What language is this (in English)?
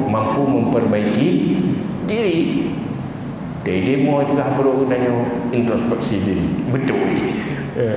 Achinese